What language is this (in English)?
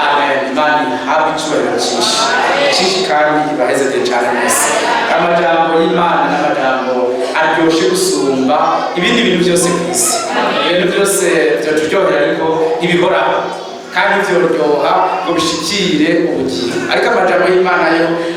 Rundi